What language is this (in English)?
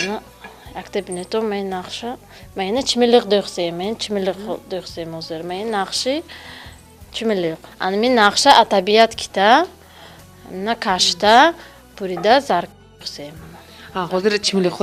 Tajik